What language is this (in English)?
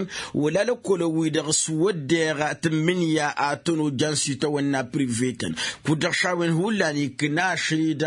Tamasheq